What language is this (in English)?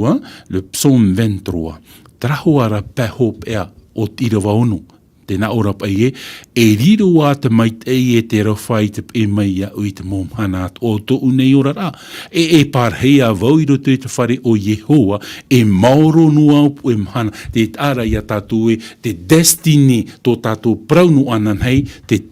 Tahitian